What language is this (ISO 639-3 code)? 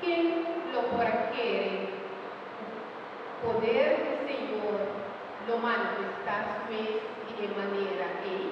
pap